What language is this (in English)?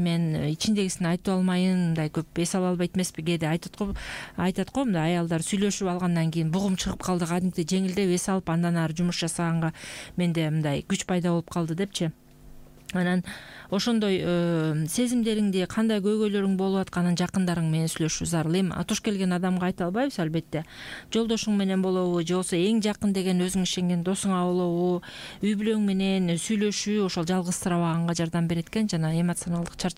Kyrgyz